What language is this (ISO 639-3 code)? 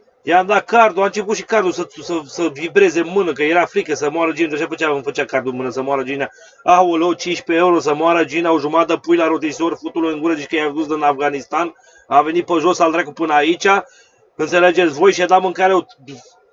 ron